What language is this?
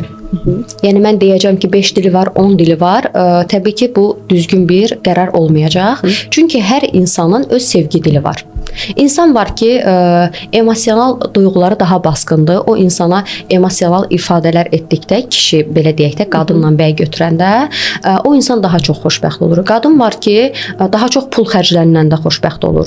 Azerbaijani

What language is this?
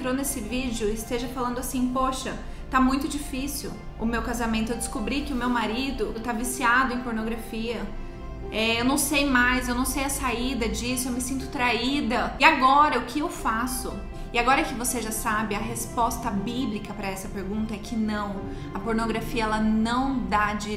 Portuguese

